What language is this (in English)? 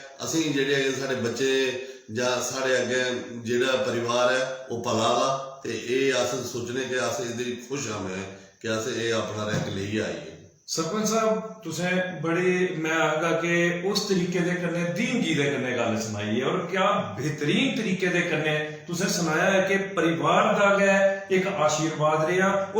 Dogri